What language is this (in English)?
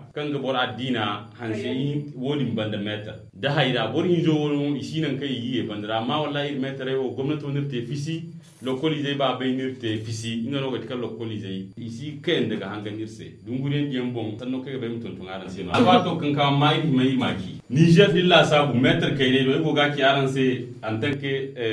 Zarma